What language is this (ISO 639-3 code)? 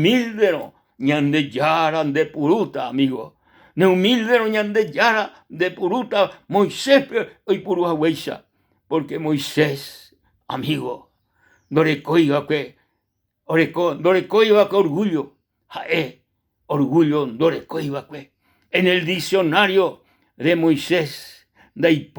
grn